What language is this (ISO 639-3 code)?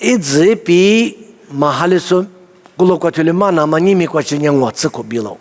lis